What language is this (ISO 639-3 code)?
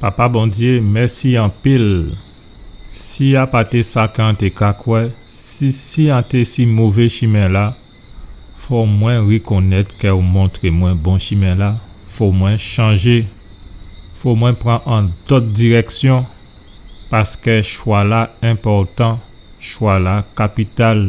gcf